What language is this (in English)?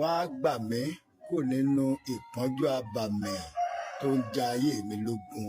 Yoruba